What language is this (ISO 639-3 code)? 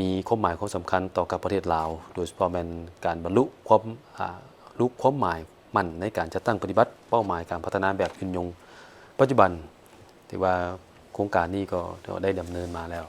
lao